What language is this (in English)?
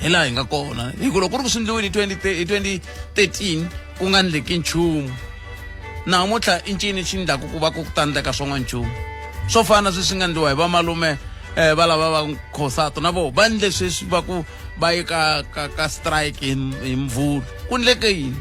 Tsonga